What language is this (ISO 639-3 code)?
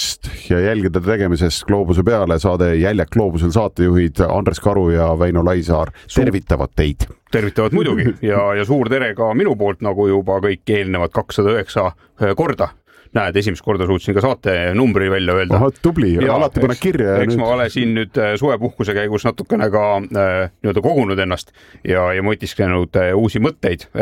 est